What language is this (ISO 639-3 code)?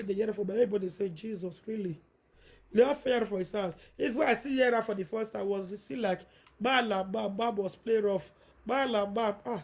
pcm